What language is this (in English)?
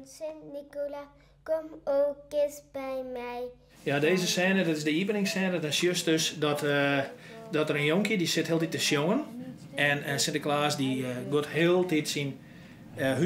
Western Frisian